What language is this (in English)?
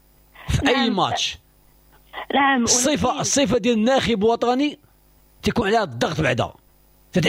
Moroccan Arabic